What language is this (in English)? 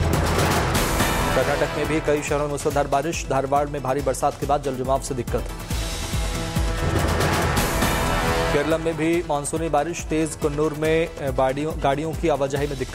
Hindi